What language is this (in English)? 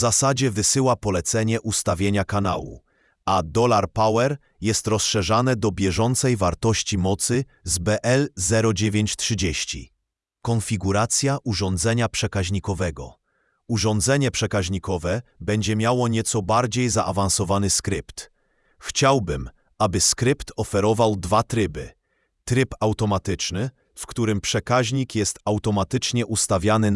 Polish